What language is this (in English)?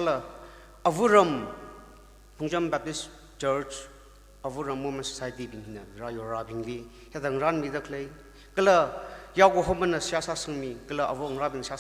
Tangkhul Naga (India)